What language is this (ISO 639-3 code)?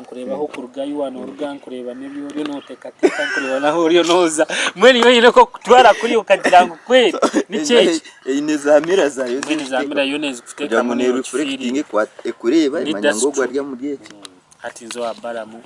nyn